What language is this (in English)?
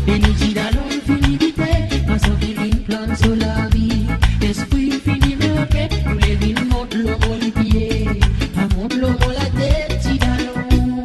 Seselwa Creole French